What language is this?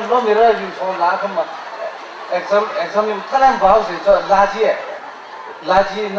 Tangkhul Naga (India)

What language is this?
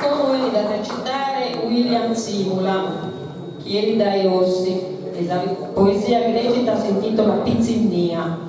Sardinian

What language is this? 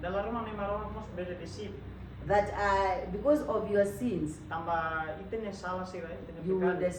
Tetum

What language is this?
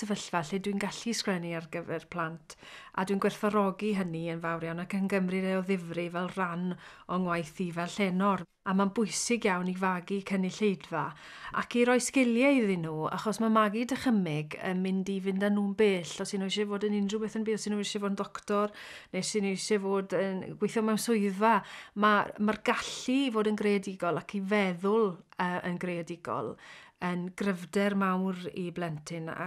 Welsh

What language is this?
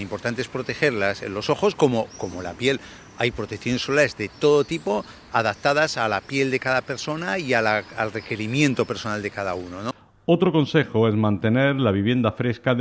Spanish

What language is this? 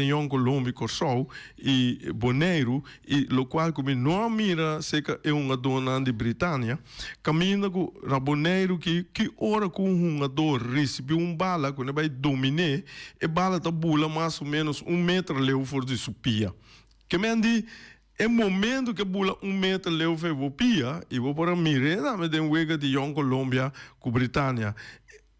Papiamento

